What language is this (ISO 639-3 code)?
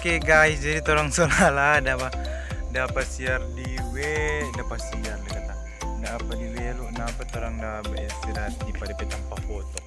xmm